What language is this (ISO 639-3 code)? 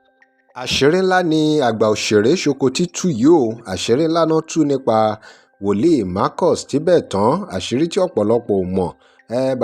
yor